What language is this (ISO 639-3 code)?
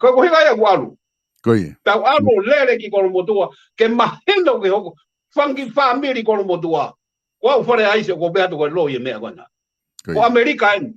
ton